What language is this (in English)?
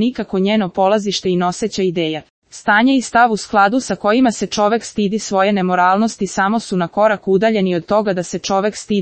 Serbian